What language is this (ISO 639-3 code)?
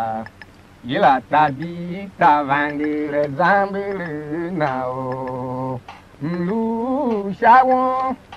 tiv